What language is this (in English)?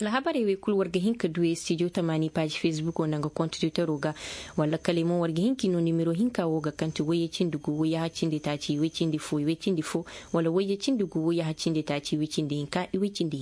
Koyraboro Senni